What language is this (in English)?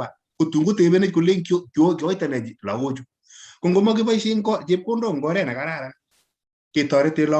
Kalenjin